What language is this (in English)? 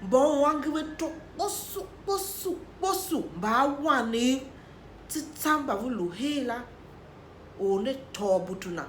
Tiv